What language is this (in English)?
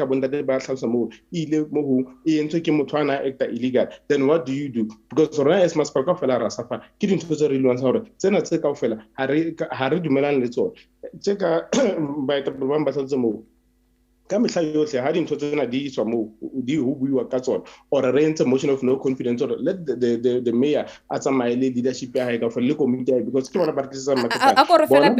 Southern Sotho